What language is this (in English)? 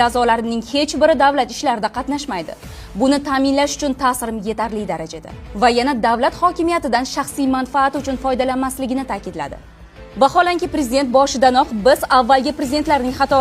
Uzbek